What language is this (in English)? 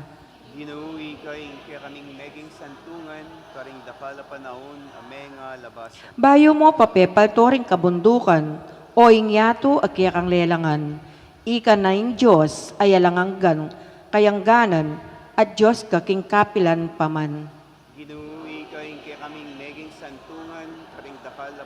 Pampanga